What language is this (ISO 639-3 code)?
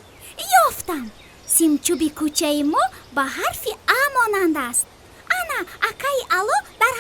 tgk